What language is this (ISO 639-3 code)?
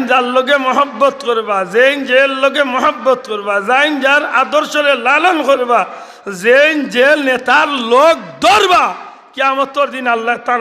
syl